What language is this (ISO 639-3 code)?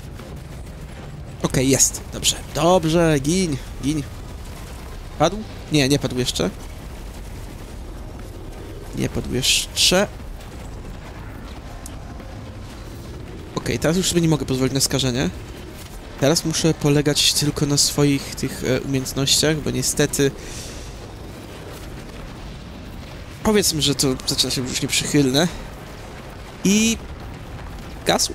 pol